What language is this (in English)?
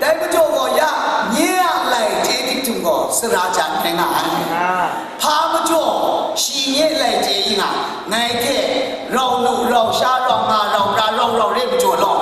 Kachin